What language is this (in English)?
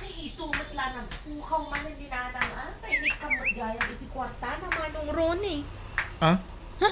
Iloko